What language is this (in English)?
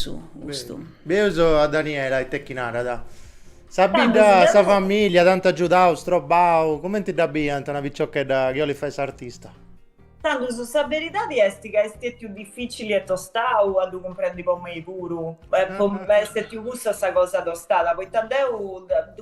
Sardinian